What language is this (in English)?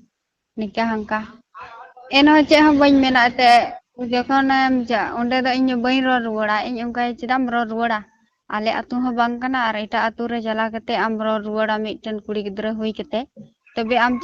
Santali